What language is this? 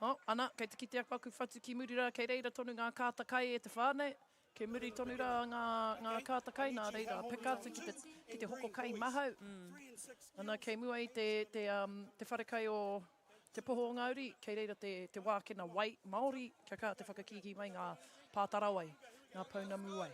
Māori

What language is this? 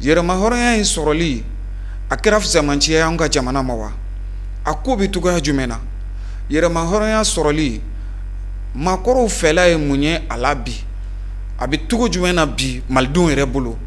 Bambara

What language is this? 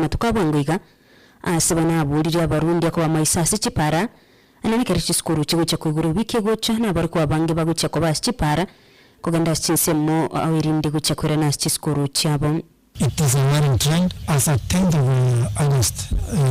Gusii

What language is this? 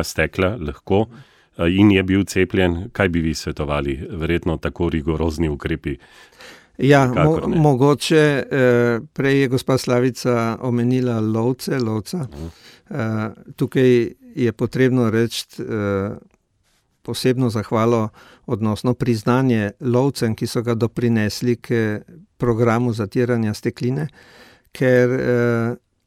Slovenian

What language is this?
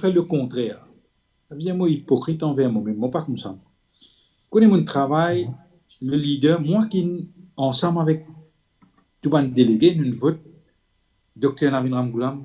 Morisyen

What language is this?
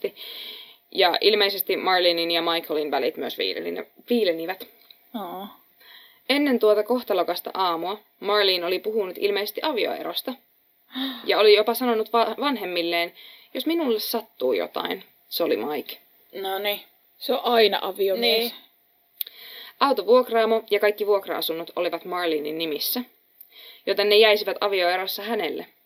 Finnish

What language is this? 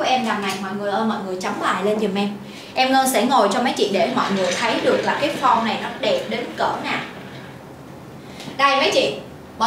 Vietnamese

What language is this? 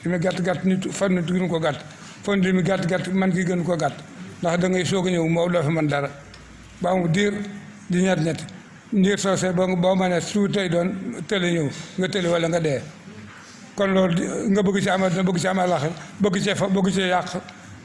Wolof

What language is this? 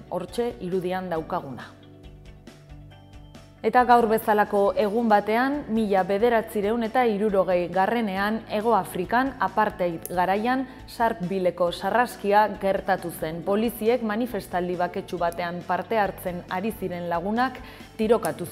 Basque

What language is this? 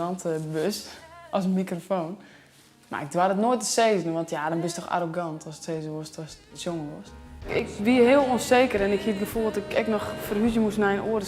Western Frisian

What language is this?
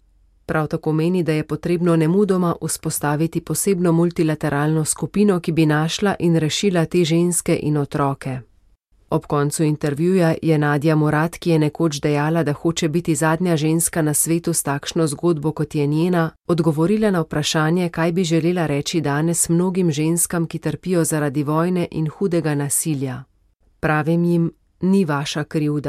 Slovenian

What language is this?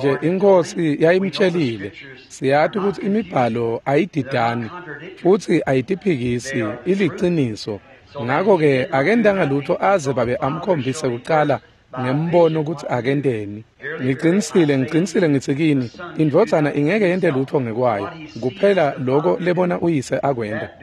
Swati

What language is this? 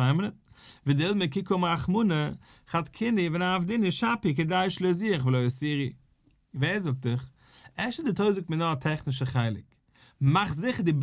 Yiddish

